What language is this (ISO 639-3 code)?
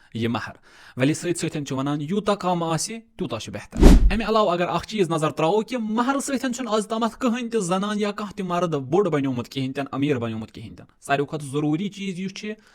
kas